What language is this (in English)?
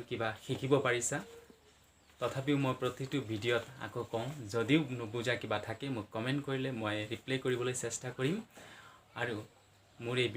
Assamese